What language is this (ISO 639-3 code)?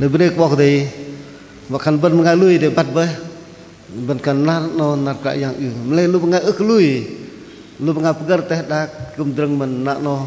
bdq